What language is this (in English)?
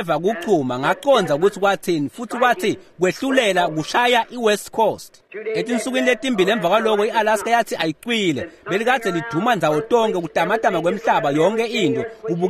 Swati